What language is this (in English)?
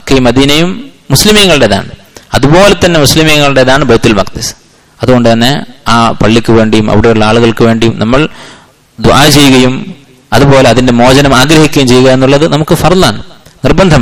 Malayalam